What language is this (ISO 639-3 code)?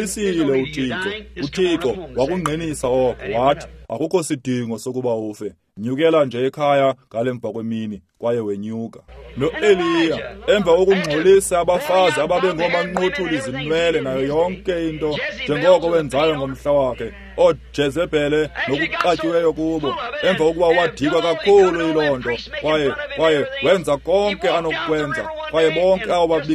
xho